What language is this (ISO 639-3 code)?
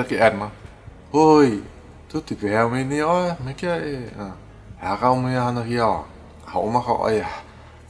haw